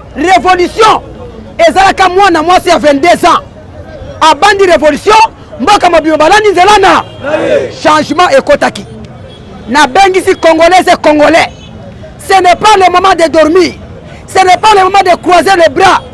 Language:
Lingala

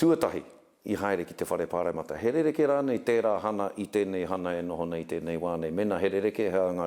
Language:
Māori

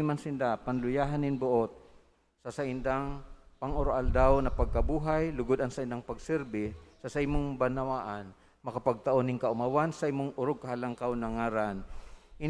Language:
Bikol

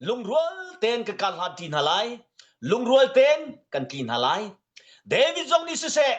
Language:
Hakha Chin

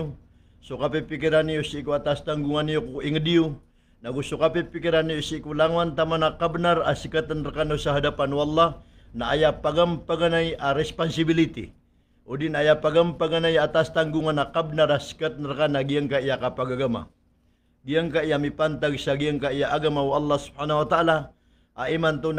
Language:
Maranao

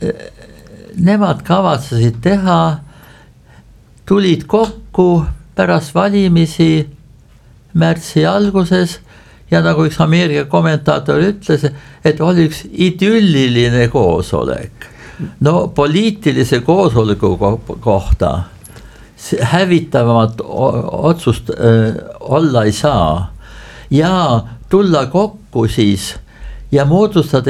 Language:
Estonian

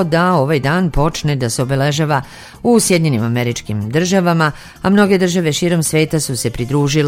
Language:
Serbian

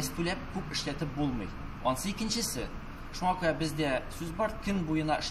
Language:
Tatar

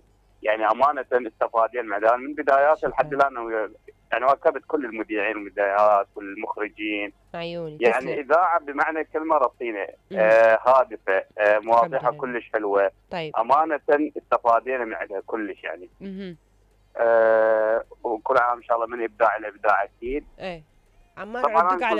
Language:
Mesopotamian Arabic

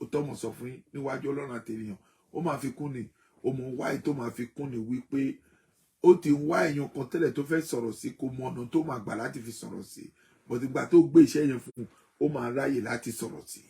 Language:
Yoruba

